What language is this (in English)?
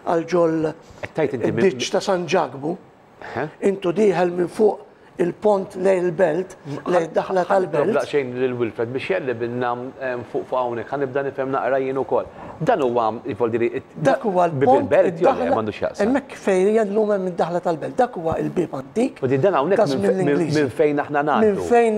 Maltese